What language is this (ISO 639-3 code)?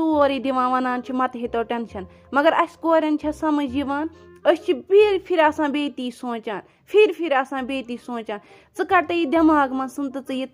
kas